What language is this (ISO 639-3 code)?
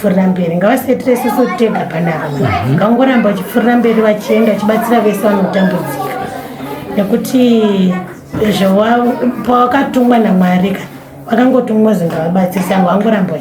sna